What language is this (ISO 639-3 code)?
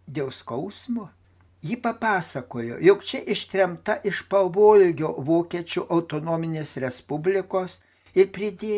lit